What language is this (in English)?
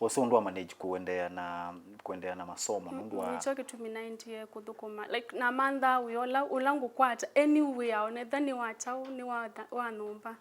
Kamba